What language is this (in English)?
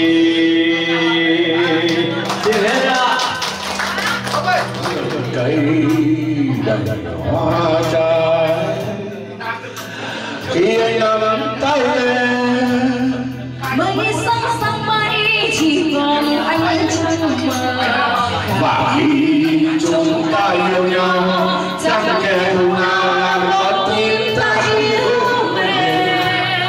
Vietnamese